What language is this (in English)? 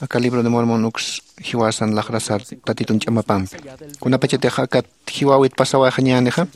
Aymara